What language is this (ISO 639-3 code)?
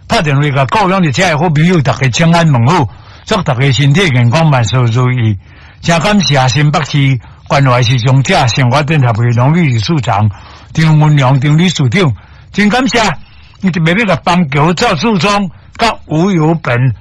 nan